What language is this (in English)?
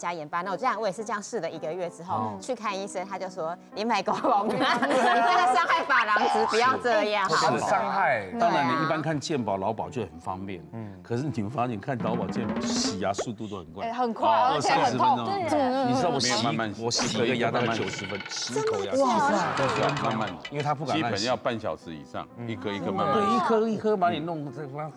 Chinese